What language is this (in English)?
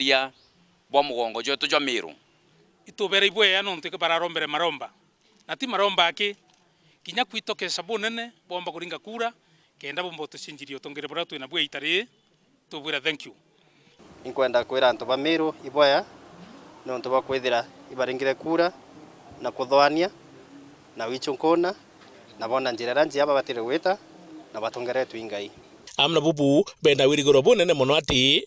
Meru